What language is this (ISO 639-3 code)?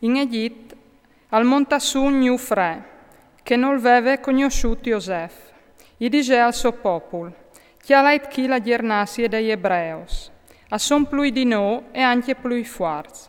fur